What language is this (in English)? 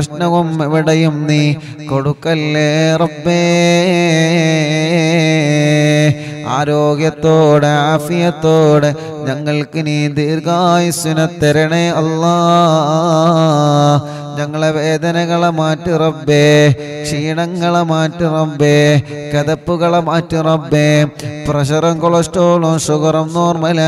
Malayalam